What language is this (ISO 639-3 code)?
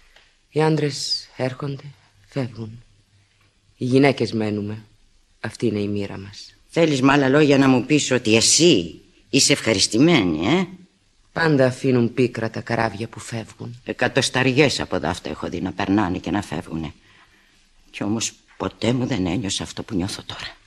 ell